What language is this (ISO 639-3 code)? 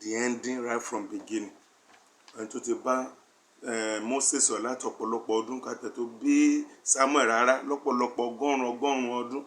yor